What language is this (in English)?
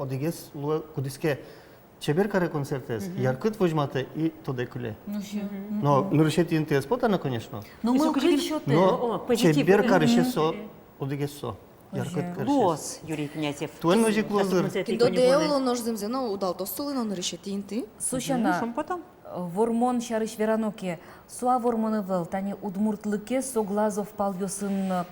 Udmurt